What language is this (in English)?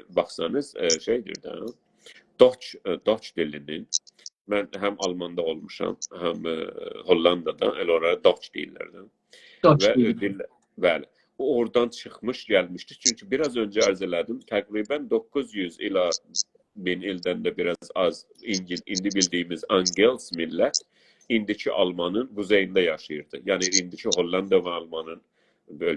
South Azerbaijani